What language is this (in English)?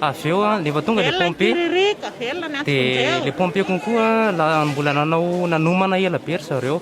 Malagasy